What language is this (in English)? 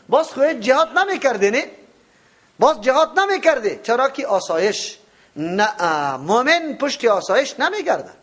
Persian